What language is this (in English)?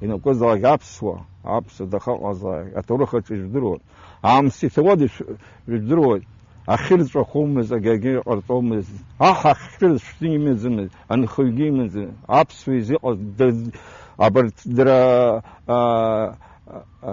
Abkhazian